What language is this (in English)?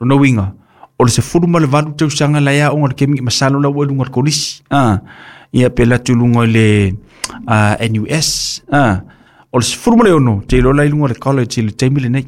Samoan